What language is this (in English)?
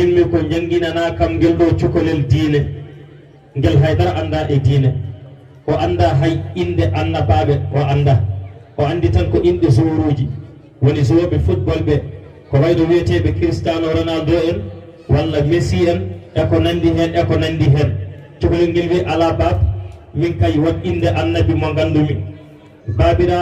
Fula